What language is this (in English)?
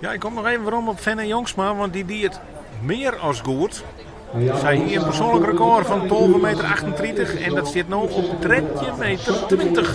Western Frisian